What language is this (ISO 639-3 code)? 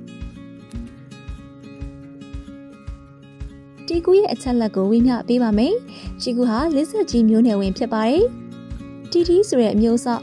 mya